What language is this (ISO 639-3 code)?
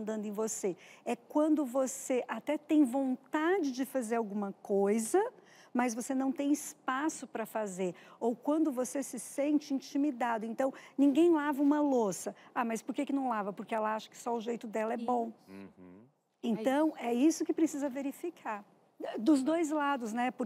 por